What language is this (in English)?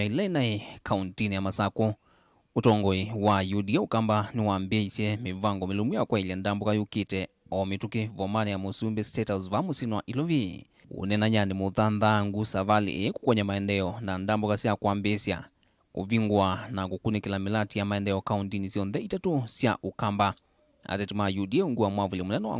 Kamba